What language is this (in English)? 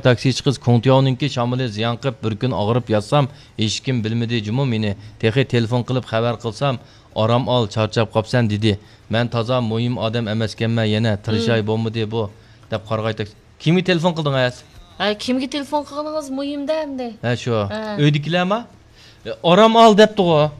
Uyghur